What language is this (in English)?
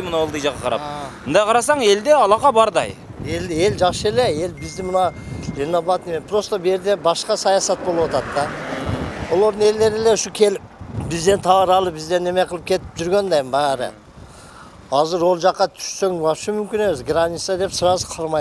Kyrgyz